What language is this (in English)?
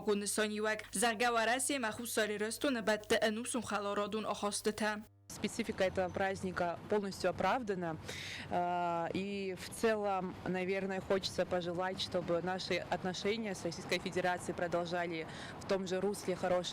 Ossetic